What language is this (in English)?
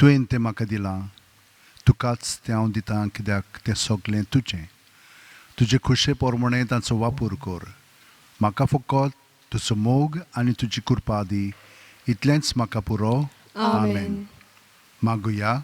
Konkani